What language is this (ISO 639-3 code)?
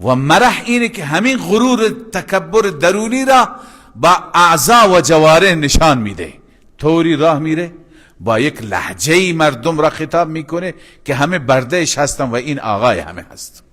fas